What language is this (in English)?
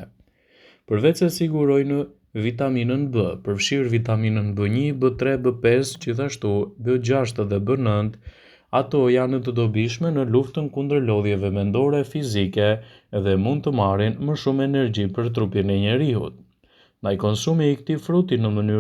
Albanian